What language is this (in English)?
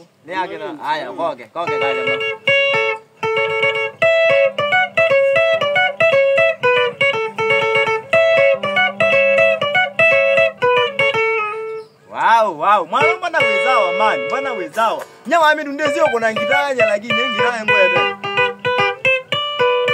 Swahili